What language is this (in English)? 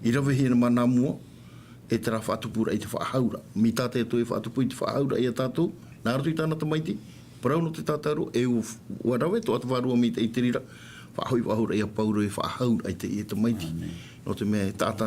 Tahitian